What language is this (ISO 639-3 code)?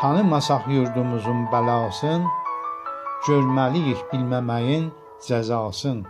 azb